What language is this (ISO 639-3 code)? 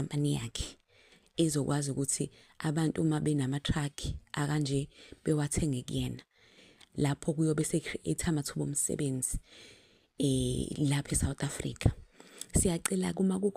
zul